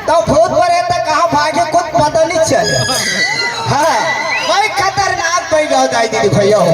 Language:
Chhattisgarhi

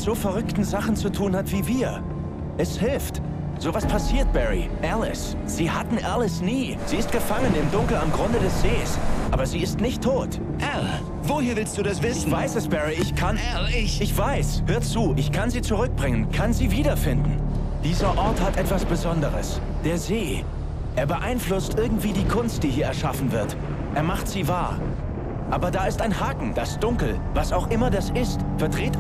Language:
Bavarian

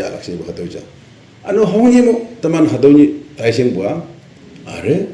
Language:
Naga Pidgin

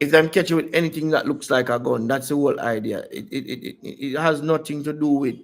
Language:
Jamaican Creole English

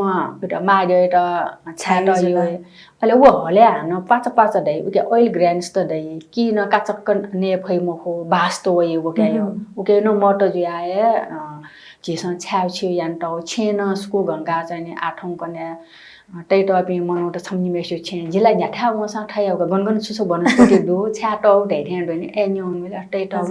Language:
Newari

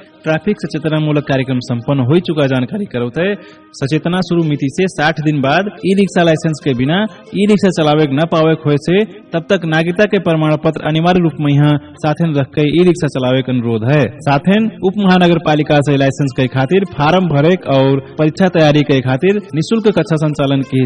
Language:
Bhojpuri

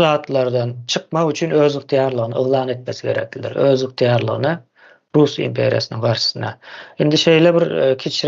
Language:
Turkmen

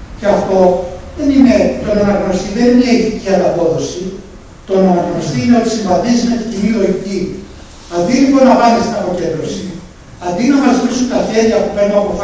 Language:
Greek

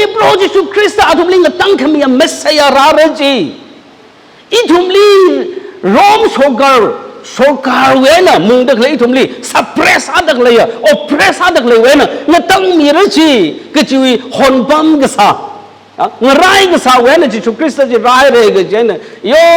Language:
Tangkhul Naga (India)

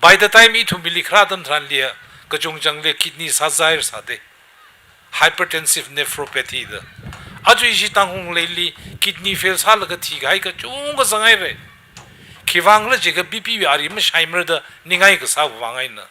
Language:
Tangkhul Naga (India)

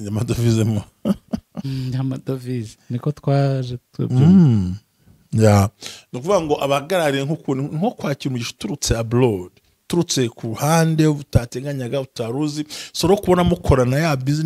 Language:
Kinyarwanda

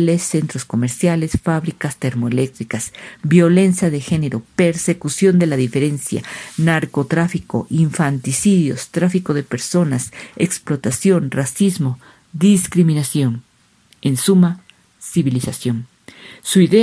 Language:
Spanish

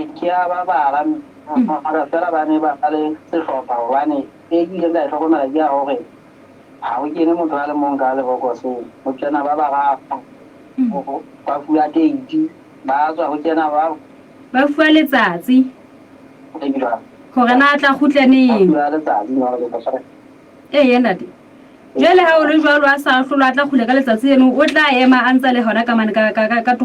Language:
Southern Sotho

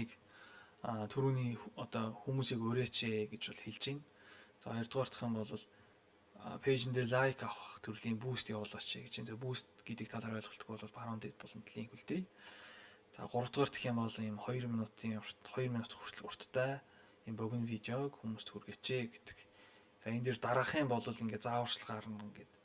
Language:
Mongolian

